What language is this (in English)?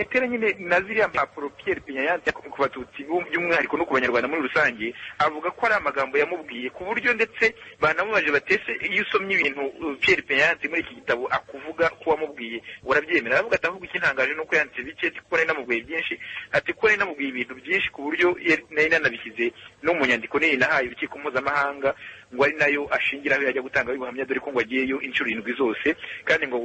Kinyarwanda